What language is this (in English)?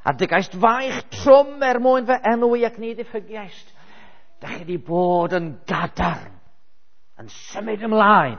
Welsh